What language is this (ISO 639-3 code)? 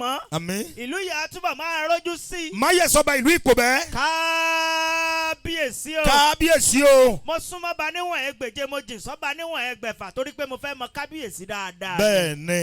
yor